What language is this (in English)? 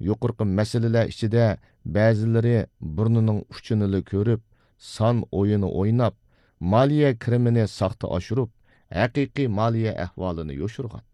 Uyghur